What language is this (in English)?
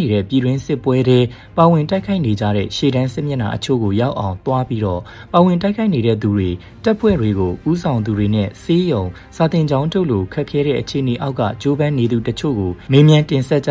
Burmese